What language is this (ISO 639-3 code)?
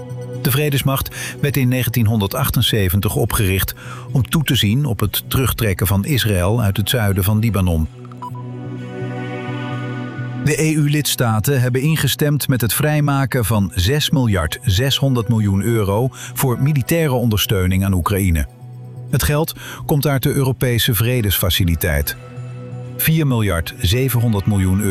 nld